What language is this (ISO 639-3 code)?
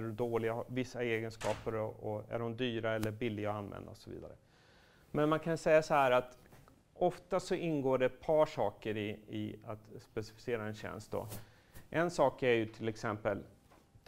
swe